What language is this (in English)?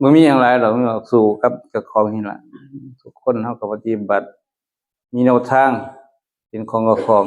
Northeastern Thai